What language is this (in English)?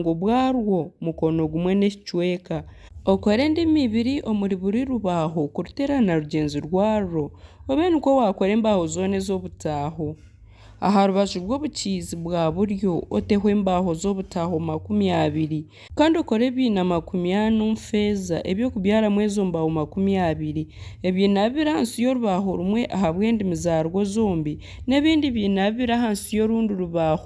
Nyankole